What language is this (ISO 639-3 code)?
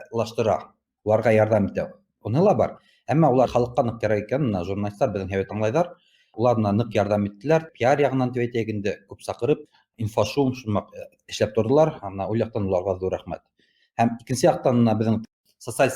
bak